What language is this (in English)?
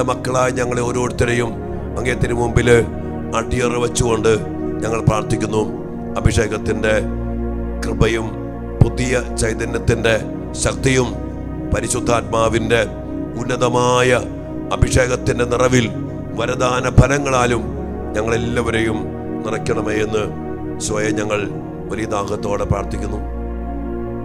Malayalam